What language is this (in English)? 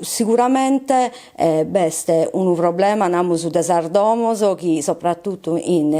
Sardinian